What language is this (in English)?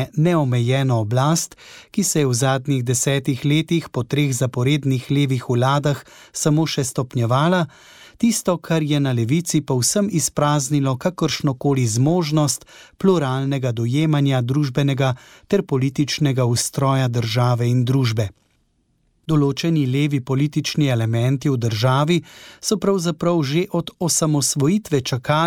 Slovenian